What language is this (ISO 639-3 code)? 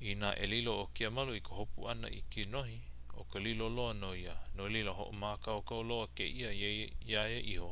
haw